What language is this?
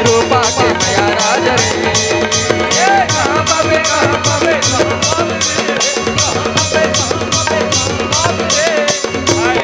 Chhattisgarhi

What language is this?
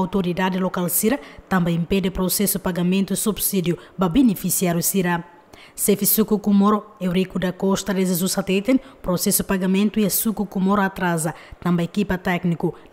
Tetum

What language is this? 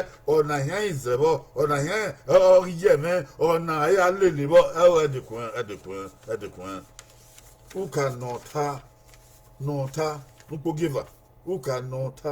Bini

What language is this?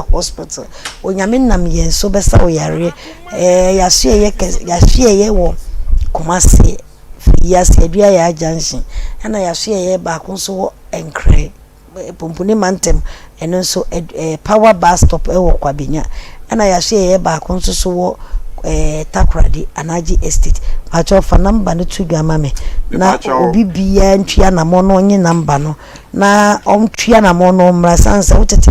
Akan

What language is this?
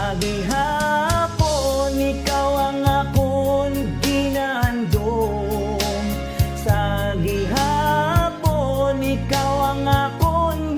Hiligaynon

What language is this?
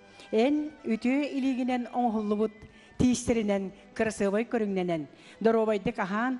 Yakut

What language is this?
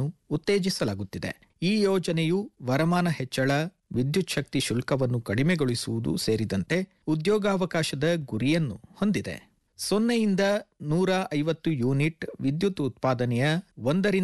Kannada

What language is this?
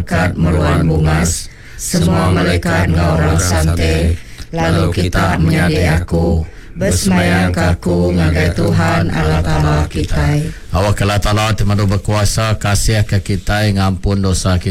Iban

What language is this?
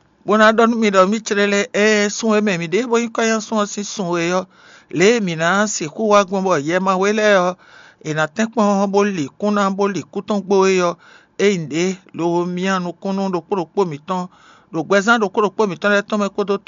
Fon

